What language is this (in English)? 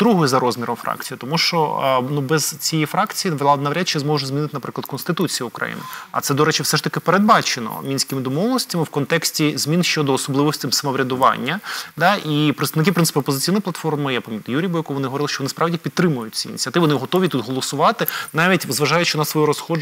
Ukrainian